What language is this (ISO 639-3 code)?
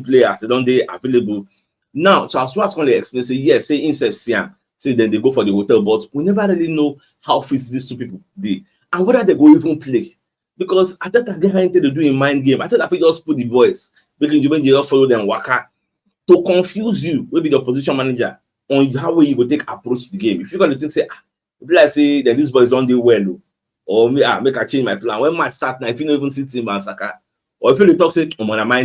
pcm